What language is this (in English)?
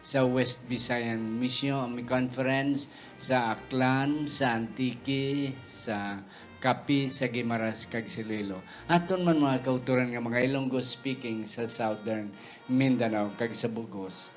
Hiligaynon